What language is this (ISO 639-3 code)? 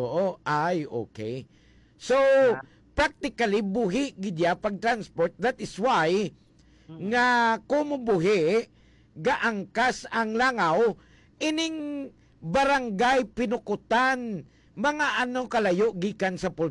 hil